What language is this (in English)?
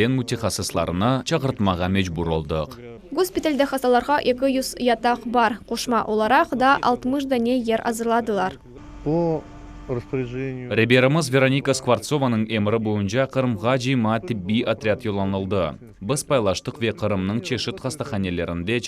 Crimean Tatar